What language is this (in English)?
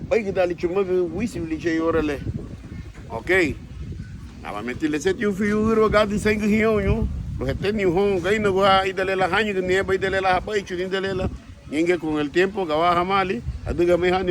Garifuna